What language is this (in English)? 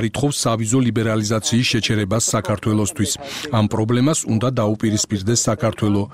Georgian